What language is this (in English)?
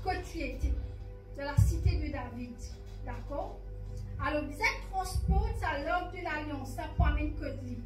Morisyen